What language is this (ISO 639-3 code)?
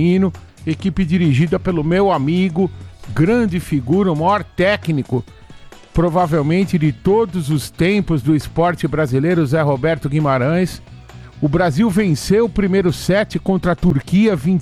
por